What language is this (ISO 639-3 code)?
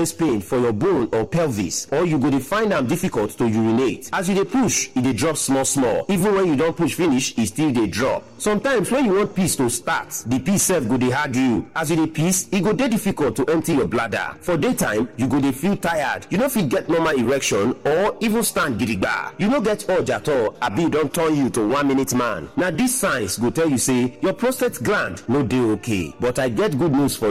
pcm